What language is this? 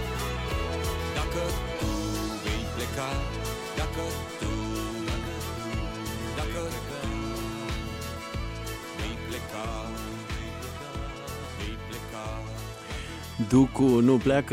Romanian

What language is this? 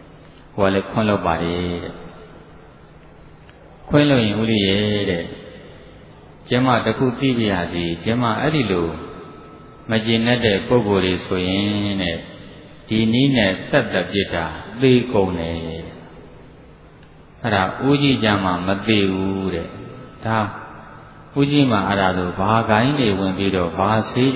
Burmese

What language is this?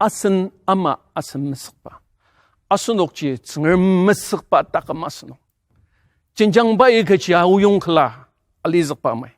Ao Naga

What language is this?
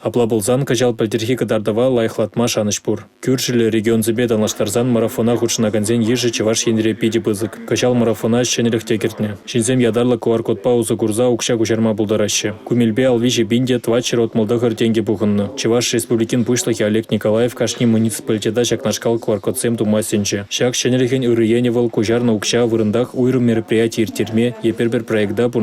Chuvash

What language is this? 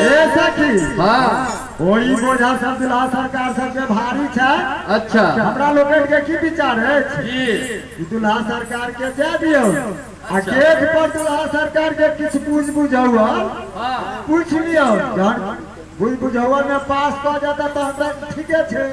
Maithili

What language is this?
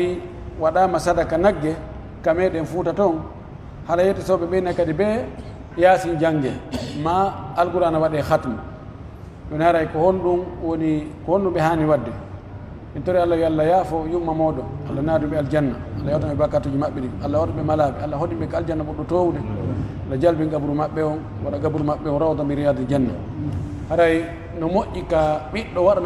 Pular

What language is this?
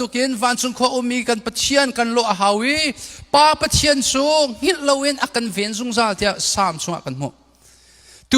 Hakha Chin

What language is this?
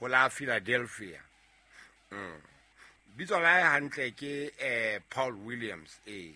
Southern Sotho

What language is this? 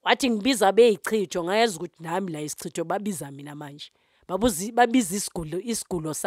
Zulu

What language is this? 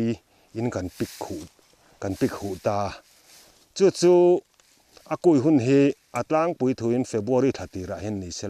Mizo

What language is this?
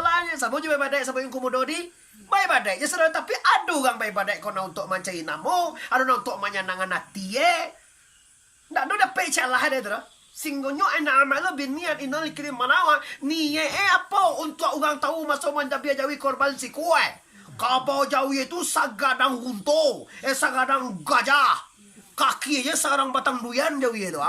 Minangkabau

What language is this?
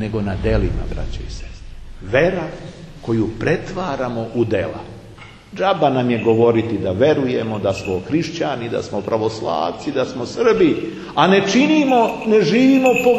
Serbian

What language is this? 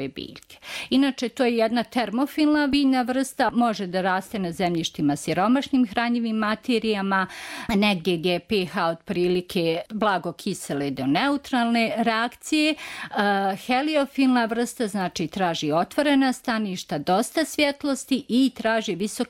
Bosnian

